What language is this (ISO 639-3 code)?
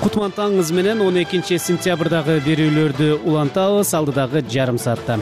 kir